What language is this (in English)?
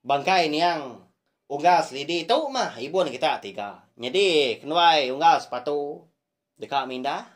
Iban